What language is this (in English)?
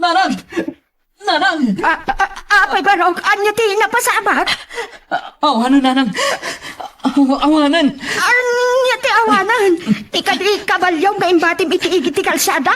Iloko